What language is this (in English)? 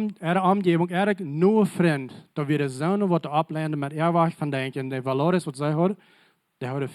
Plautdietsch